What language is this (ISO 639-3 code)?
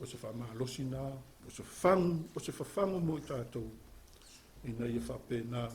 smo